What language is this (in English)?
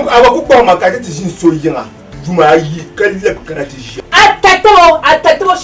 Dagbani